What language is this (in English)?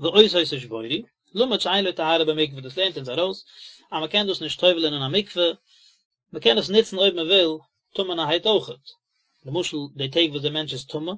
Yiddish